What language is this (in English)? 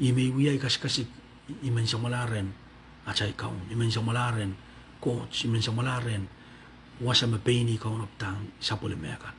Pohnpeian